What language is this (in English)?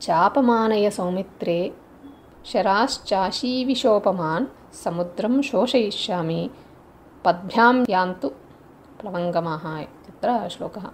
Sanskrit